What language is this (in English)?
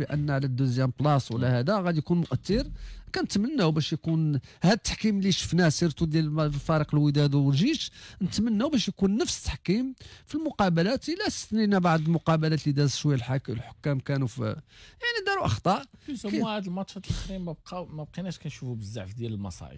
Moroccan Arabic